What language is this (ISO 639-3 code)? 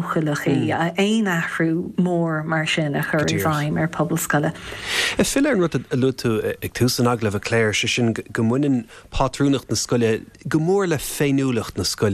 gle